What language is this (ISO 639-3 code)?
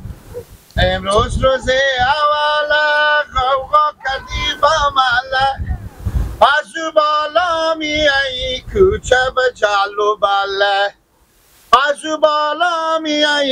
fas